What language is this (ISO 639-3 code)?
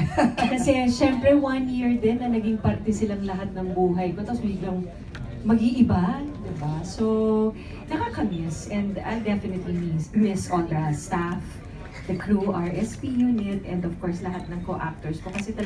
fil